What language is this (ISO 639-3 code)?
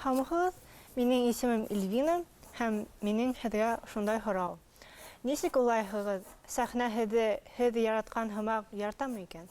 bak